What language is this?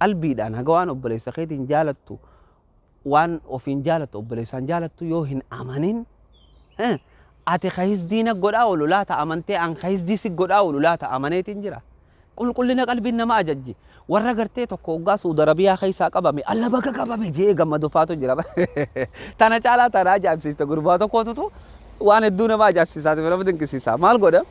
Oromo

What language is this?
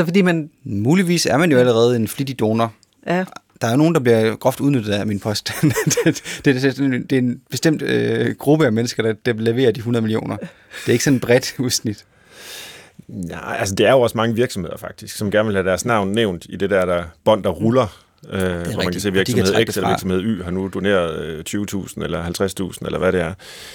Danish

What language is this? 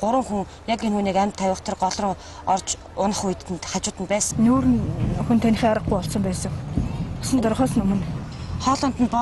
Mongolian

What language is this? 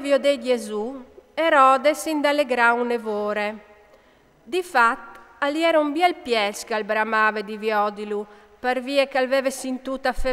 Friulian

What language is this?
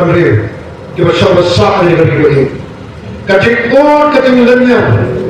Khasi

